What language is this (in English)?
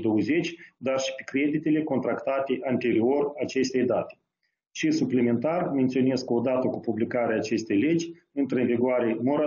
Romanian